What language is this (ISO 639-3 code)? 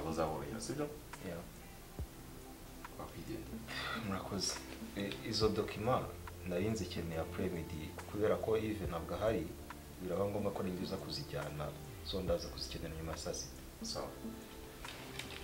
kin